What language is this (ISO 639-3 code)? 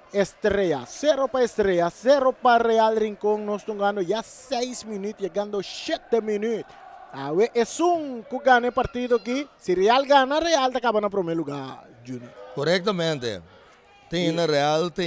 pap